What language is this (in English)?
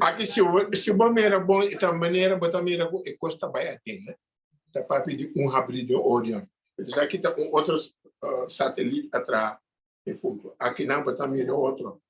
Papiamento